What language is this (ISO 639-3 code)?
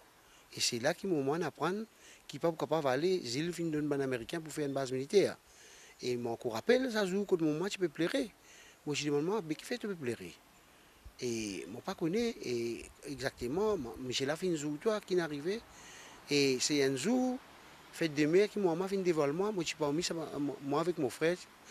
mfe